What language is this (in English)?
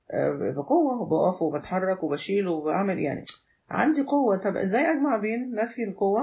Egyptian Arabic